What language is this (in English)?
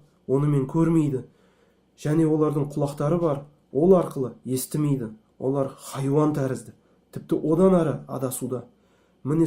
Kazakh